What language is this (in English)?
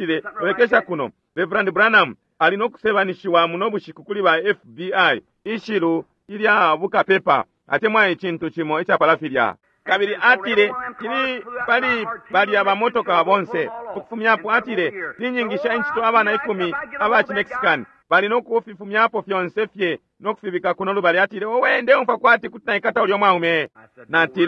Bemba